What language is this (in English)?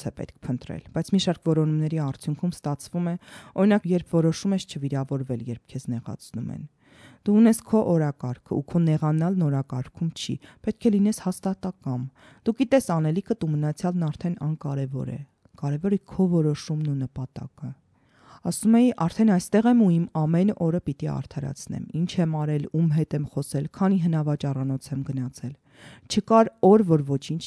Armenian